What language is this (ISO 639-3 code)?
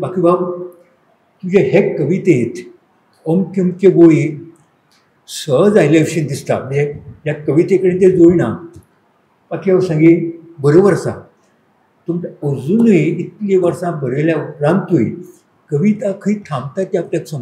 kok